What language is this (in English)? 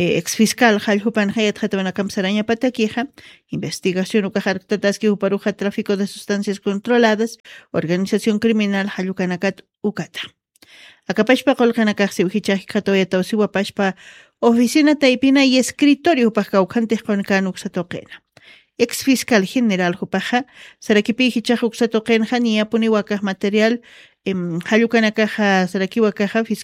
Aymara